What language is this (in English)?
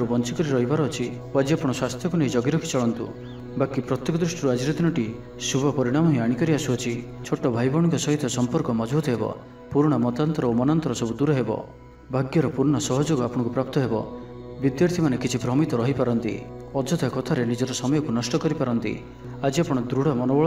Odia